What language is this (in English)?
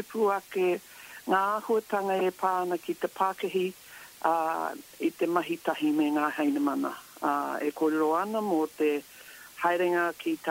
Māori